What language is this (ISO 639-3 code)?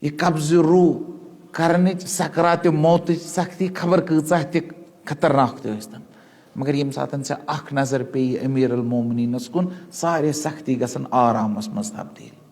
kas